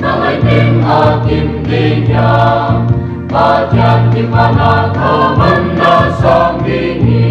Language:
Paite Chin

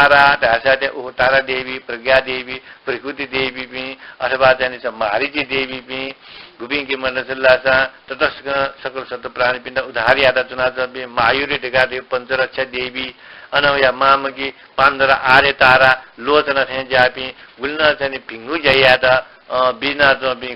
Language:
Newari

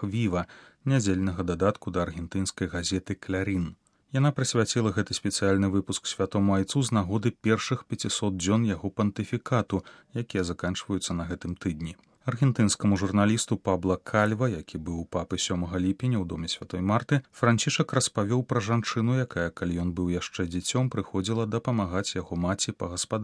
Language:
Belarusian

